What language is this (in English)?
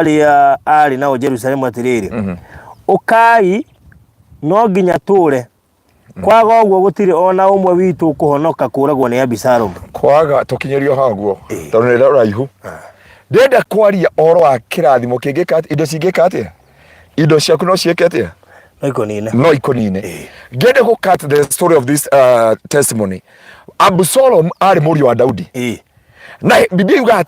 Kikuyu